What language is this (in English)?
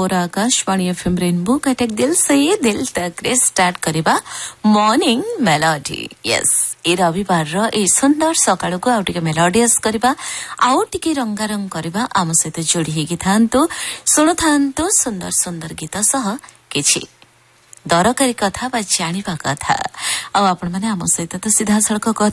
Odia